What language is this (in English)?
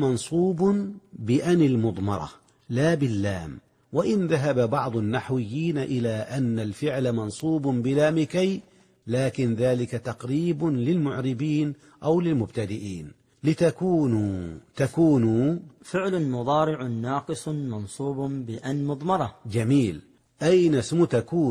Arabic